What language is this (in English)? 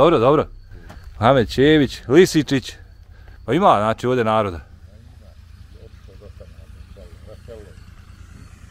Bosnian